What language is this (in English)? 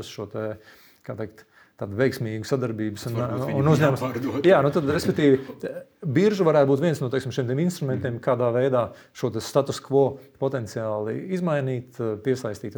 Latvian